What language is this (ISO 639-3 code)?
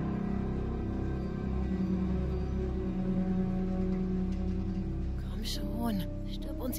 deu